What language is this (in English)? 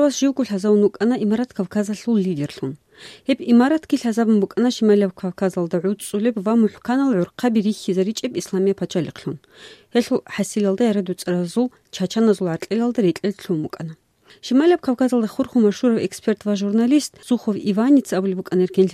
Avaric